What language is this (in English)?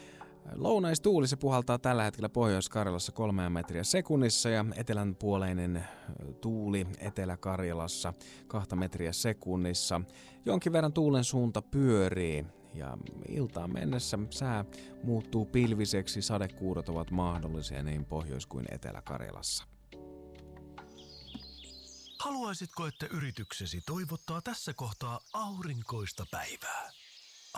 Finnish